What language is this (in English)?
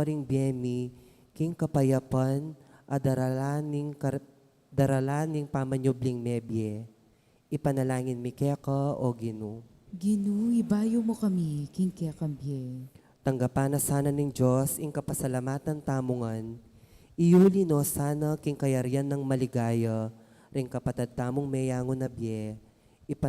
Pampanga